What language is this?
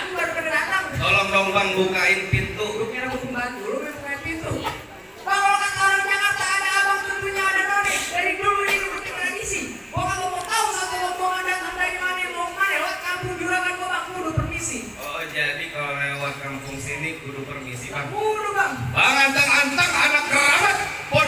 Betawi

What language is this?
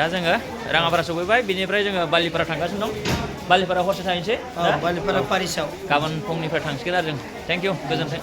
Bodo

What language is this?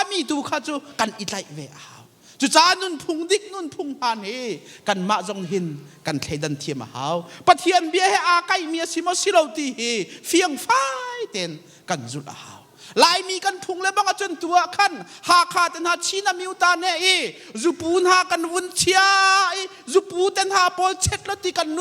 Hakha Chin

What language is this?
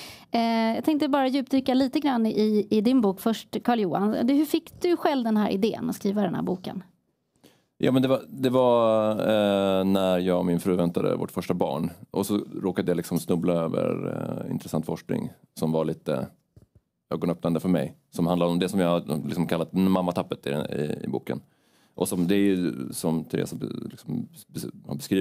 Swedish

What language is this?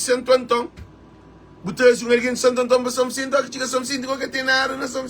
Kabuverdianu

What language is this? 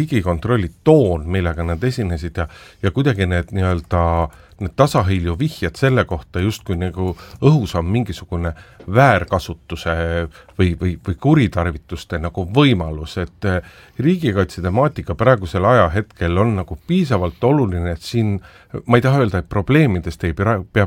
Estonian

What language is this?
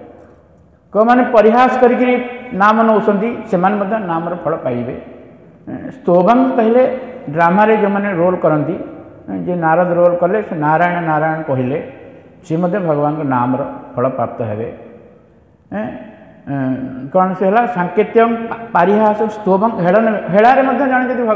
Odia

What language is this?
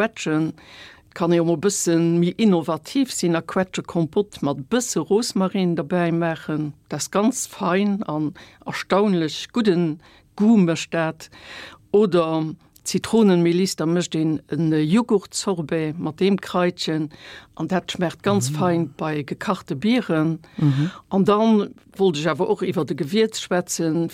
Luxembourgish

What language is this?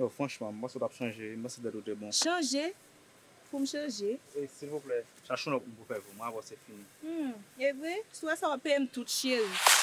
Haitian Creole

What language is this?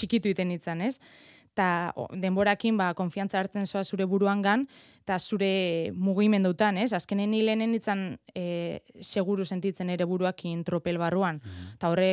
Basque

